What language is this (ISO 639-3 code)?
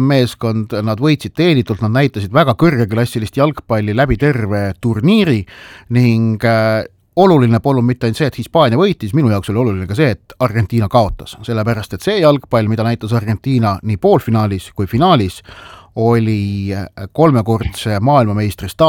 est